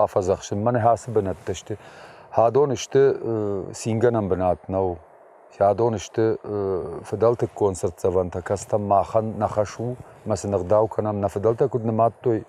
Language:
Ossetic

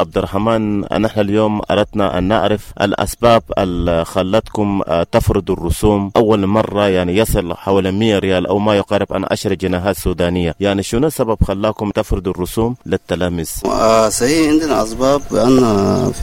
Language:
Sudanese Arabic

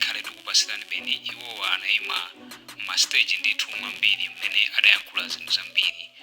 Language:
Nyanja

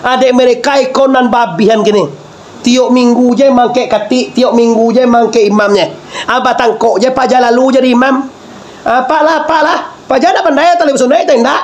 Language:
Minangkabau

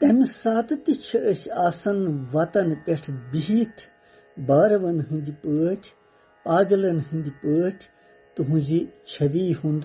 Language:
Kashmiri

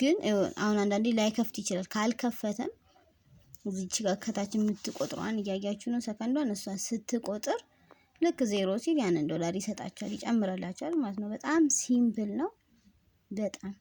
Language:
Amharic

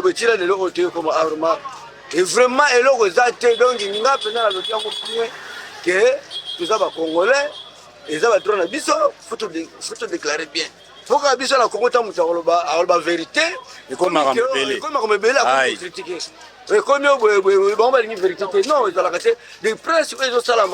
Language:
Lingala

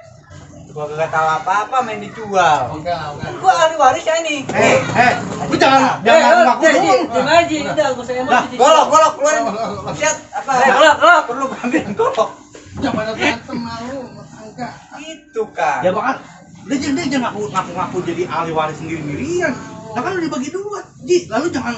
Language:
Betawi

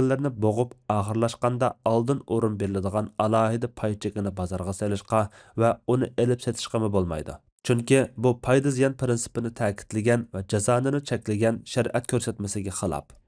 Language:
Uyghur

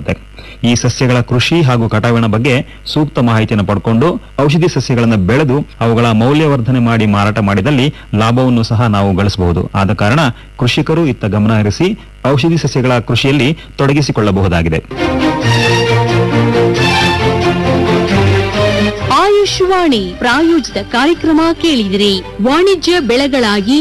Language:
Kannada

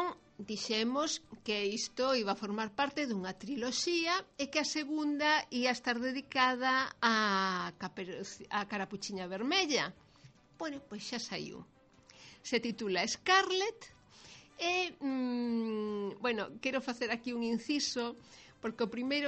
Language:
Galician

